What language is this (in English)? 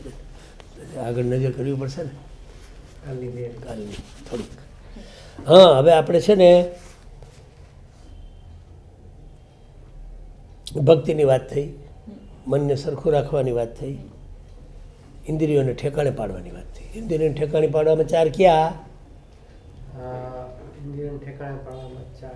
Gujarati